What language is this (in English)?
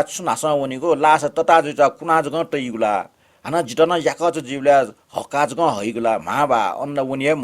Newari